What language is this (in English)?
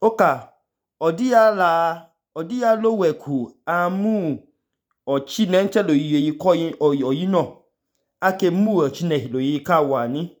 Idoma